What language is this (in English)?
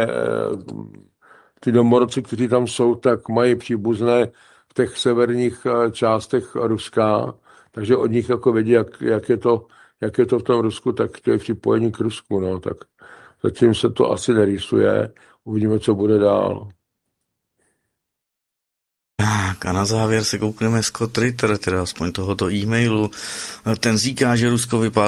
Czech